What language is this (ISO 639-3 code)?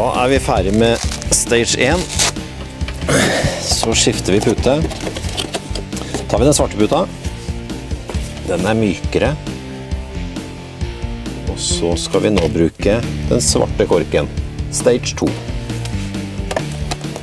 nor